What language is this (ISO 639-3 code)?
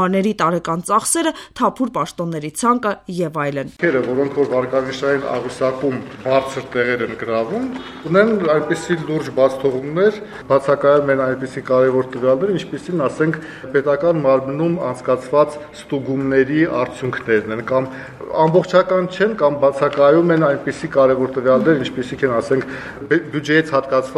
hye